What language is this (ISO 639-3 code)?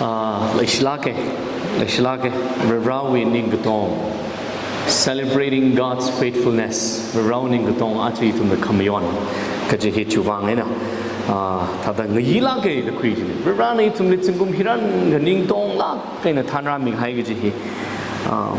nmf